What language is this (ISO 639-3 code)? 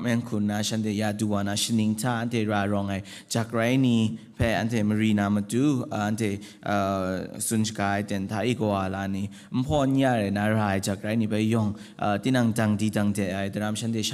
kac